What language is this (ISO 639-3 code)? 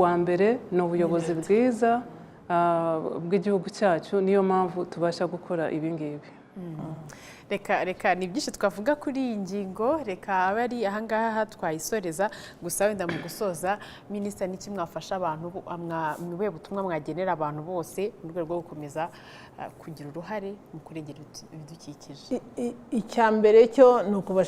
kin